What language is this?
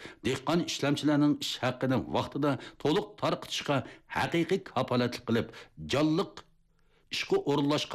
Uyghur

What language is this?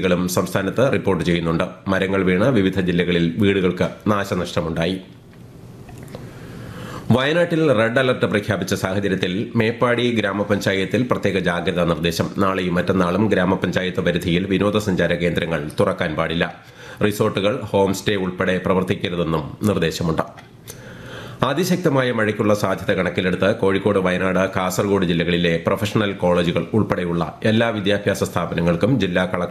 Malayalam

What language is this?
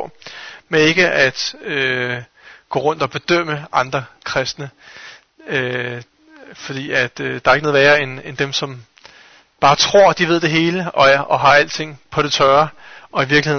Danish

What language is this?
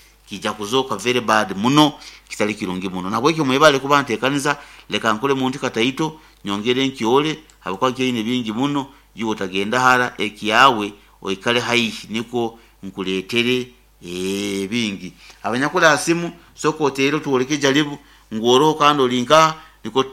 Nyoro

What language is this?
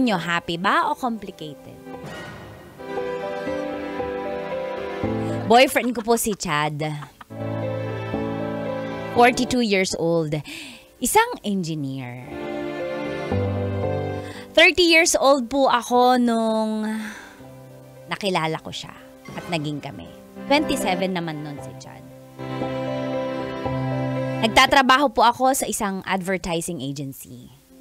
Filipino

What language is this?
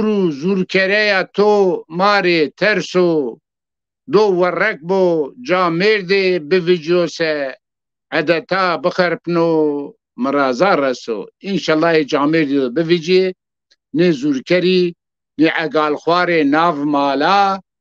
Zaza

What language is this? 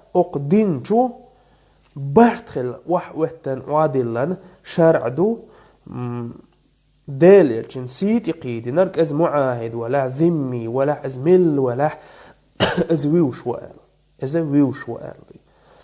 Chechen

